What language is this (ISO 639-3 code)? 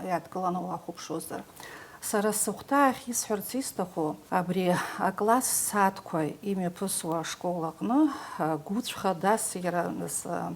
abk